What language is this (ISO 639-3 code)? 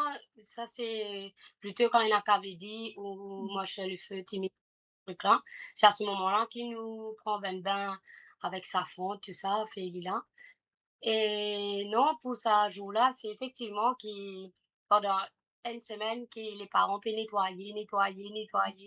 mfe